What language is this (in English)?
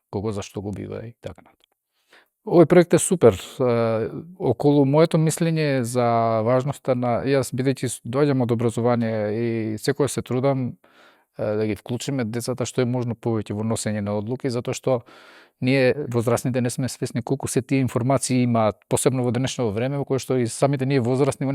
Macedonian